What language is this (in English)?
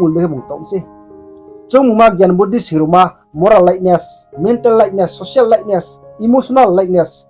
Riang (India)